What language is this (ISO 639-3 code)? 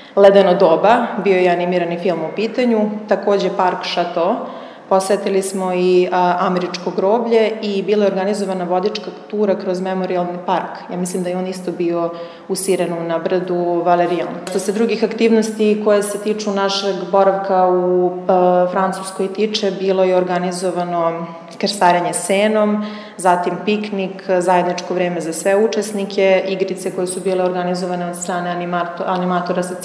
srp